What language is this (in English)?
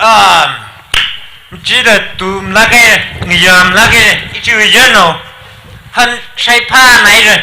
Tangkhul Naga (India)